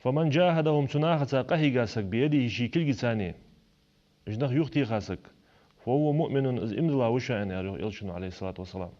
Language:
Ingush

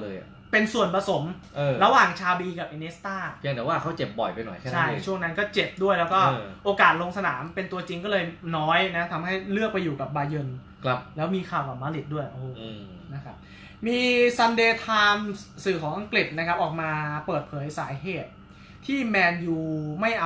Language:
Thai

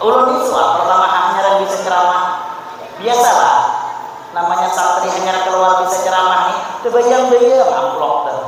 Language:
Banjar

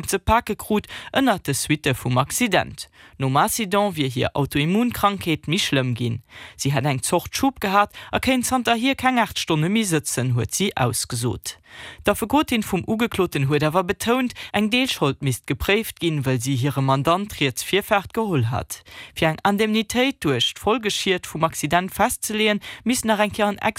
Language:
Luxembourgish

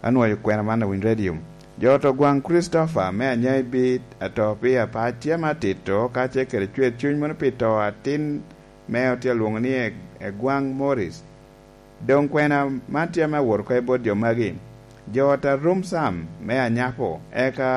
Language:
Lango (Uganda)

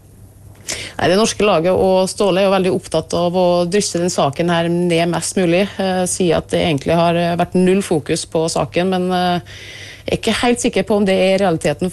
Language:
Norwegian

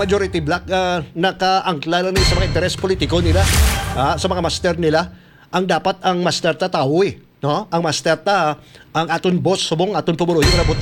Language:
Hiligaynon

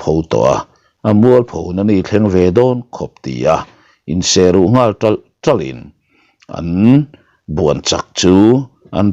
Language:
Mizo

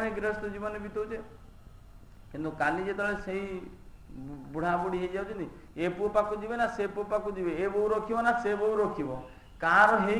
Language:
Odia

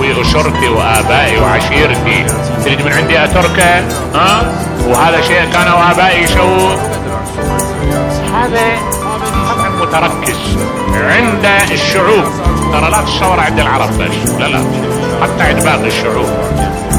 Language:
Arabic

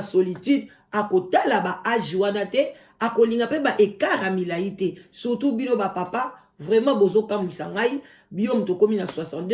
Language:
Lingala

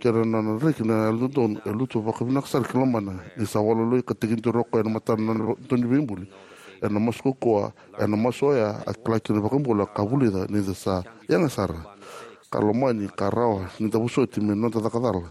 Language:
Fijian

